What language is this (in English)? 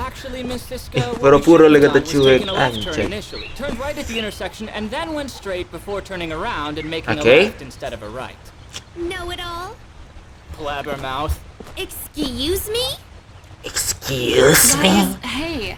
Manado Malay